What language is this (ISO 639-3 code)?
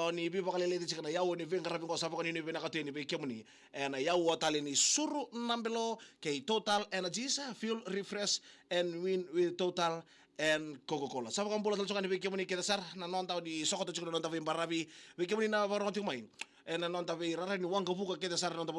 fij